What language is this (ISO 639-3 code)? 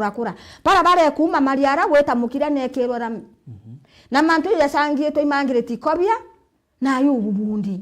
mer